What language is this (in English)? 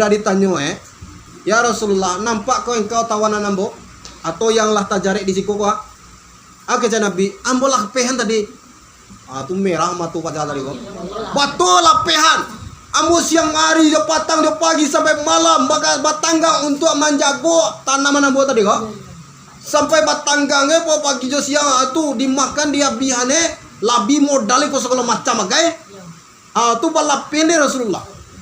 Minangkabau